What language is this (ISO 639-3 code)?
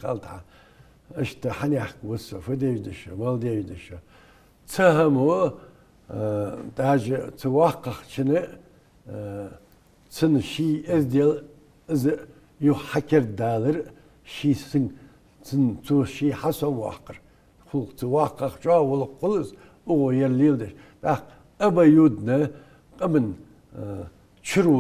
inh